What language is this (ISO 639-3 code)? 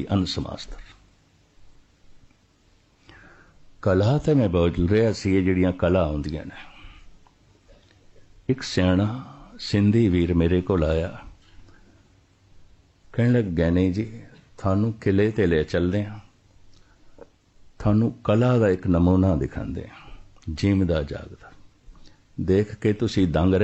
pan